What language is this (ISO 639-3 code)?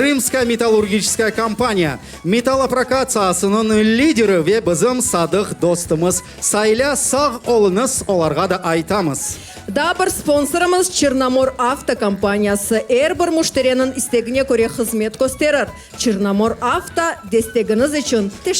crh